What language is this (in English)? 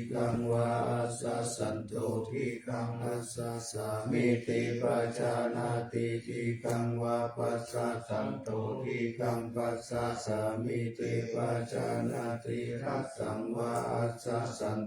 Pali